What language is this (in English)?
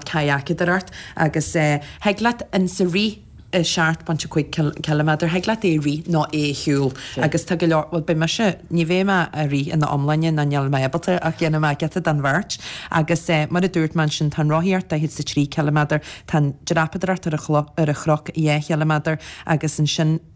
Irish